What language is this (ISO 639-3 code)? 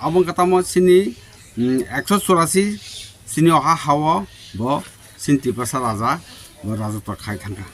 trp